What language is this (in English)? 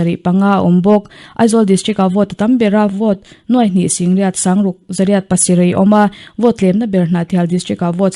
Mizo